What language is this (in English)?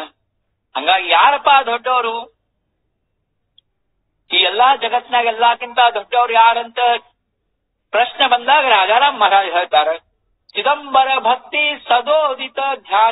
Kannada